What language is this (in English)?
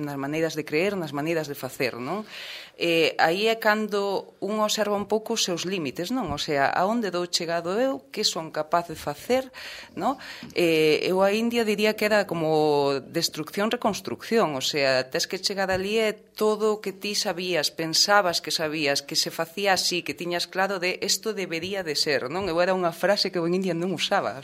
Galician